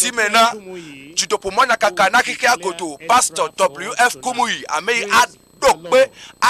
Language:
Ewe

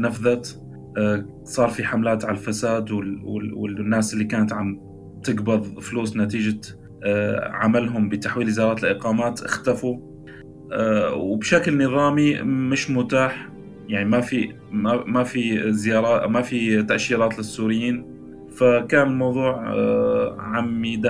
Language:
North Levantine Arabic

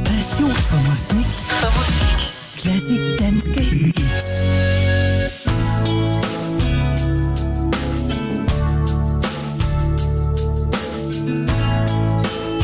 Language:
Danish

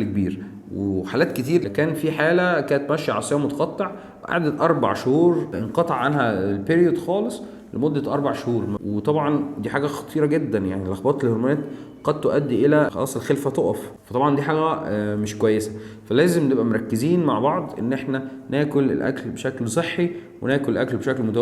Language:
Egyptian Arabic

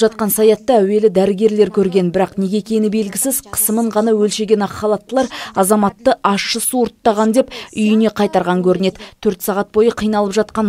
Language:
Kazakh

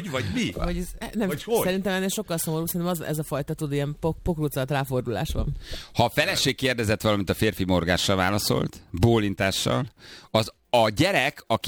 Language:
Hungarian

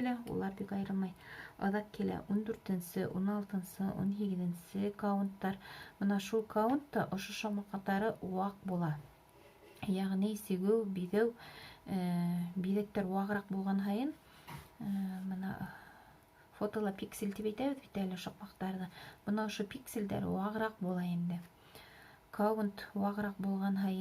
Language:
Bashkir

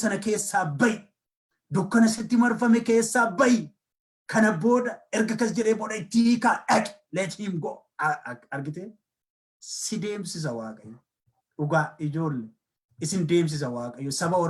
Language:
Oromo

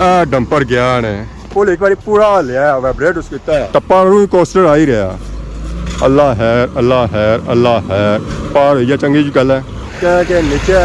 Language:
Pahari-Potwari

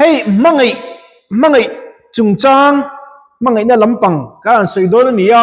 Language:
Mizo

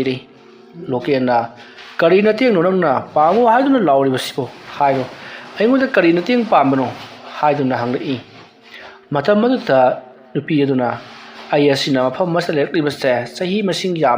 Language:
Manipuri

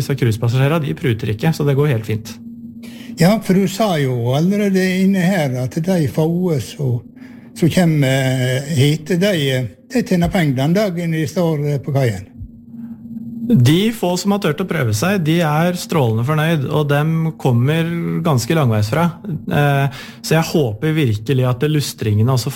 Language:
Norwegian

